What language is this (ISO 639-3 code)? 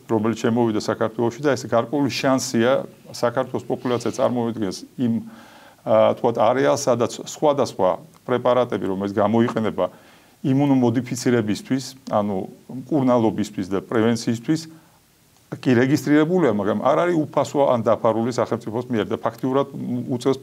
kat